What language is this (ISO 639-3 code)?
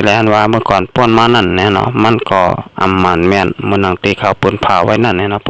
shn